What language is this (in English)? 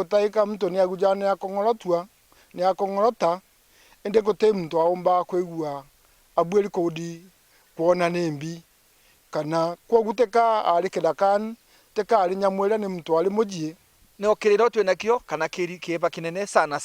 Meru